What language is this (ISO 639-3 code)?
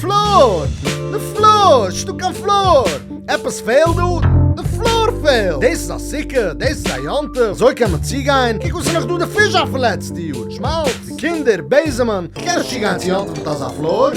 yid